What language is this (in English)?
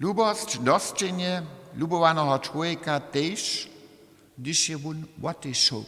Upper Sorbian